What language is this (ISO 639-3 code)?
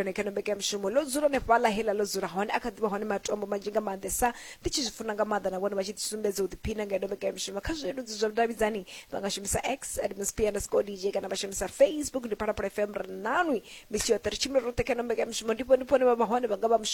ven